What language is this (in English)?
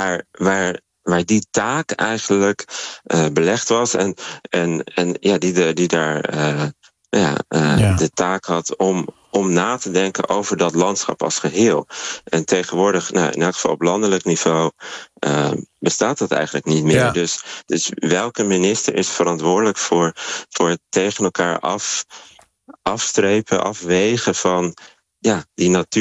Dutch